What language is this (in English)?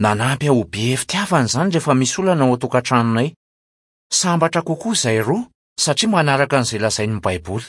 Malagasy